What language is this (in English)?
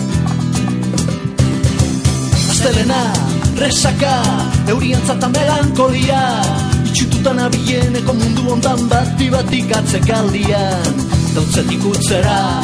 Basque